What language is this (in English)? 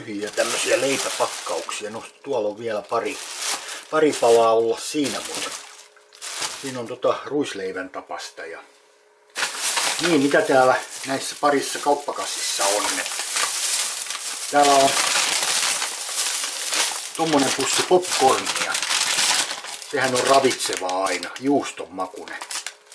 Finnish